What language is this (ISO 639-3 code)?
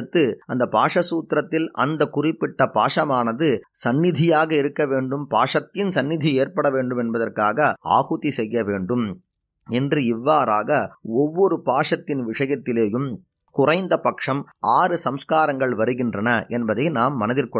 tam